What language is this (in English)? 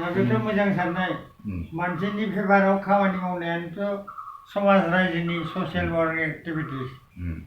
Bodo